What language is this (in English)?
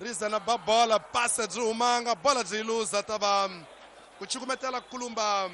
Tsonga